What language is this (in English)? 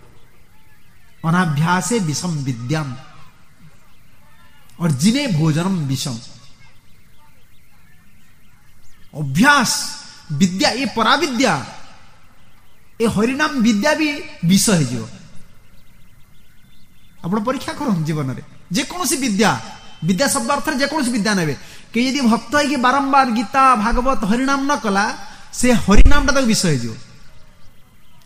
Odia